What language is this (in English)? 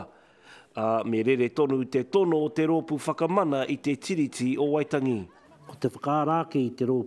Māori